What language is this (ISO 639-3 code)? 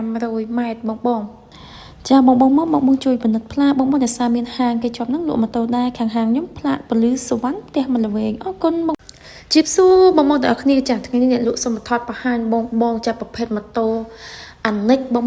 khm